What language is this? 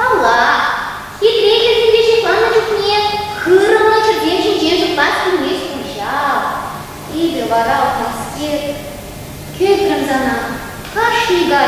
Chuvash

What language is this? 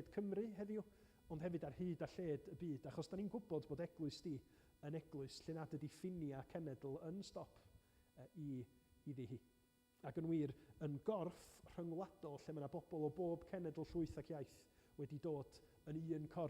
Welsh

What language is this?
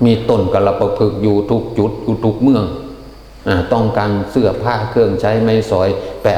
Northeastern Thai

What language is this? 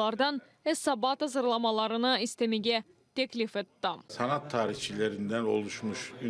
Crimean Tatar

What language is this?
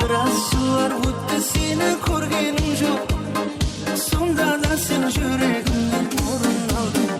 Kara-Kalpak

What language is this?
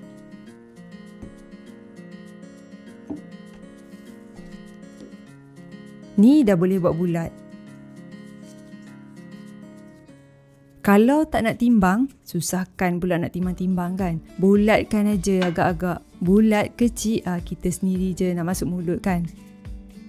Malay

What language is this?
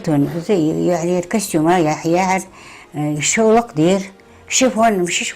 Ingush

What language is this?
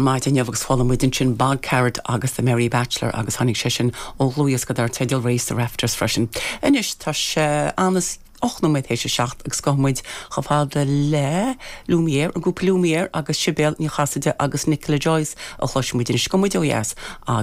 Irish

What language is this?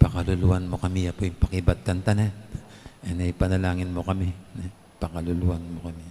Pampanga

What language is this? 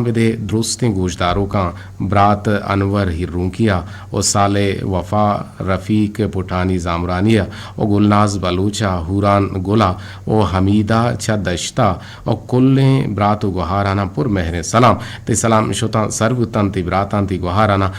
Eastern Balochi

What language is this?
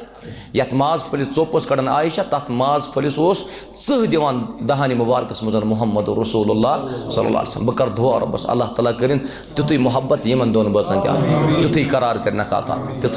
Kashmiri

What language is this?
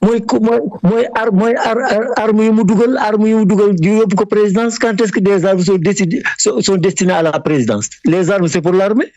Wolof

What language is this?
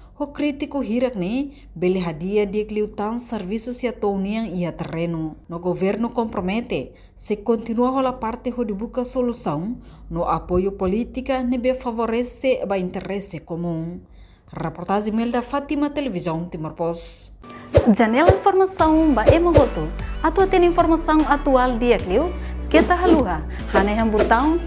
Tetum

